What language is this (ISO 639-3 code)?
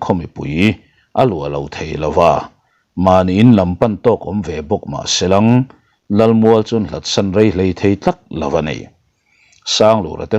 lus